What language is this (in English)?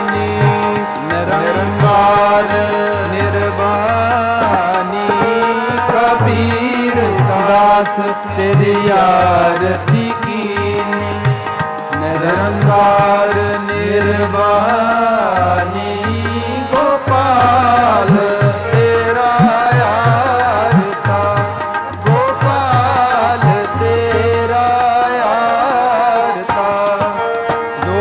Punjabi